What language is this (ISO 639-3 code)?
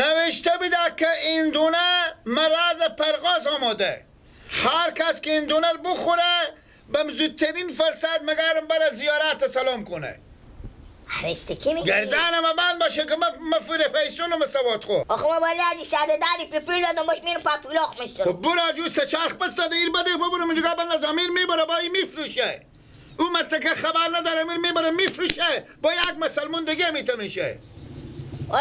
fas